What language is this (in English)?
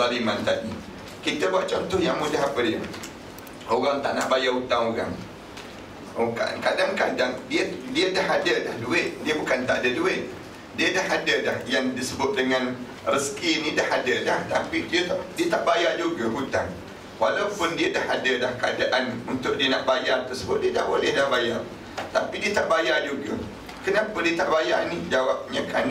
Malay